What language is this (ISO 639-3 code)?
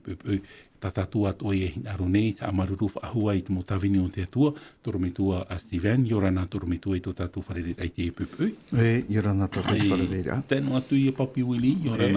tah